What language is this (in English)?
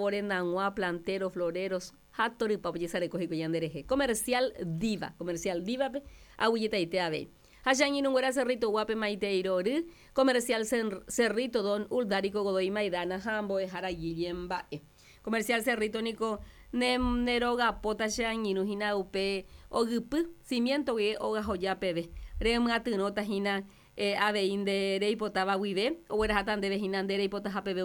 Guarani